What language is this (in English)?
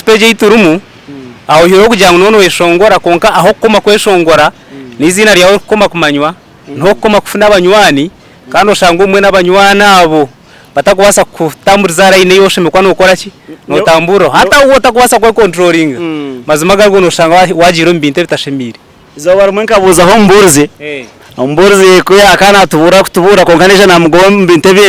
Nyankole